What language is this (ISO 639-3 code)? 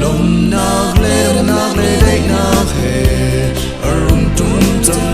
cnh